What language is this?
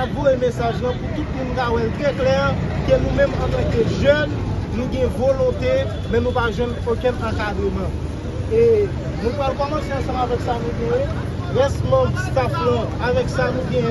Haitian Creole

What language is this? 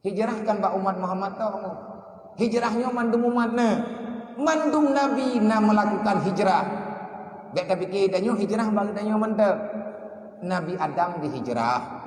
Achinese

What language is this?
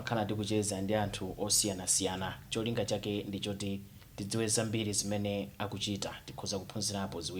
Nyanja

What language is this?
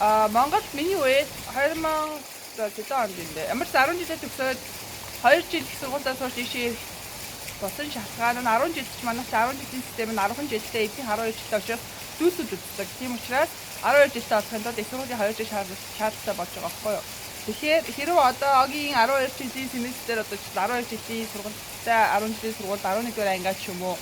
Mongolian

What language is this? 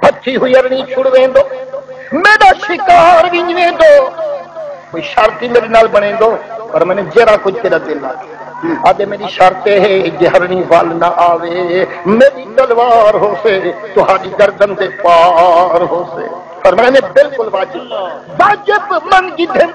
Saraiki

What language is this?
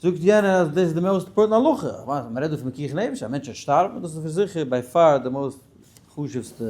Yiddish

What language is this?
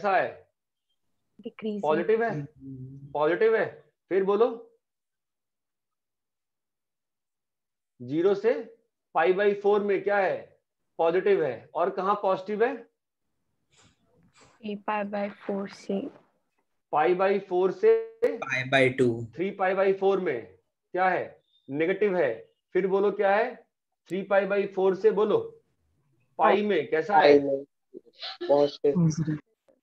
Hindi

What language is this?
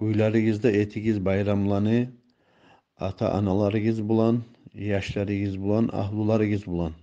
Kumyk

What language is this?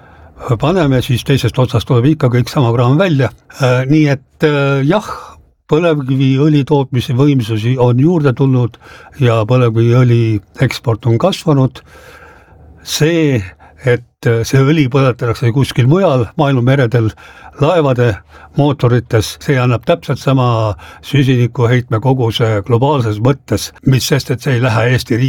Estonian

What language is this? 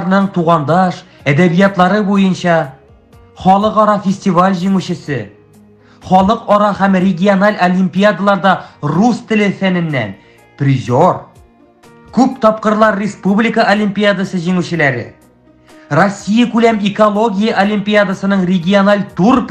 Tatar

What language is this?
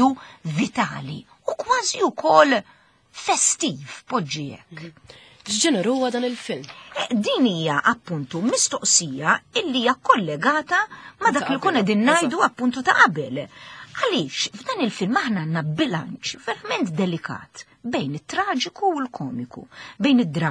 Maltese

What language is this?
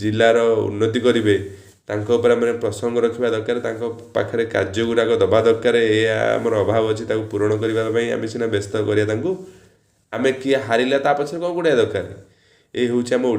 Odia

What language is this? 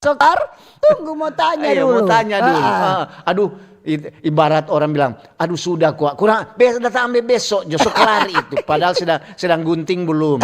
Manado Malay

